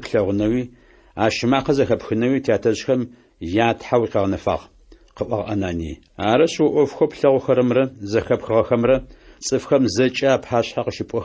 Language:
Adyghe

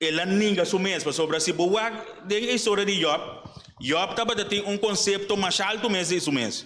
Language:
Papiamento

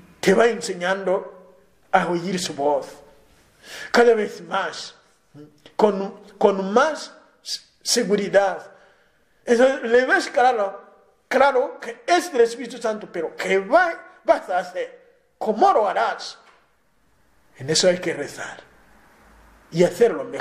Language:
Spanish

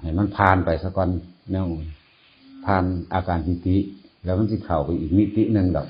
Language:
Northeastern Thai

